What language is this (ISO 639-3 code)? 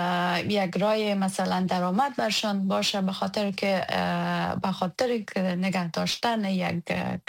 fas